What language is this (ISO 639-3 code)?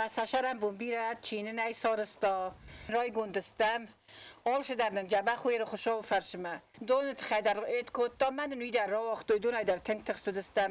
oss